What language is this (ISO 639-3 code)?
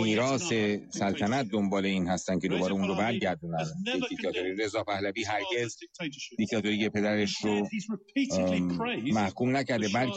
fas